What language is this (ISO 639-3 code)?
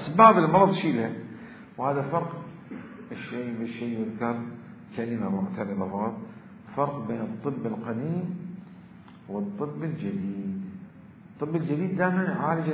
acm